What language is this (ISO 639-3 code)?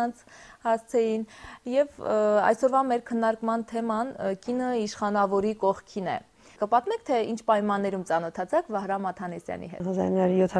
hye